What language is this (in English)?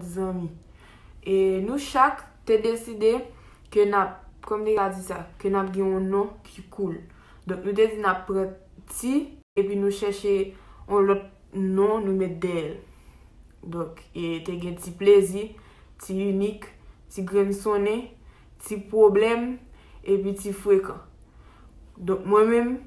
Haitian Creole